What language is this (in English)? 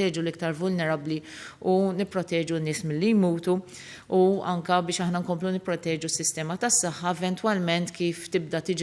Maltese